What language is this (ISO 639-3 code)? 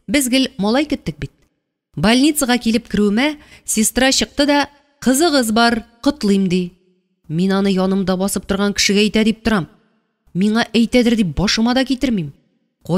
tat